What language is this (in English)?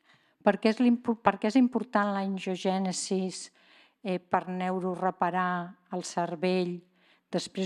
Catalan